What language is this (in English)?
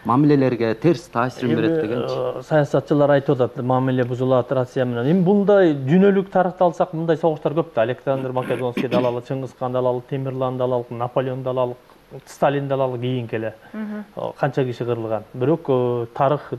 Kyrgyz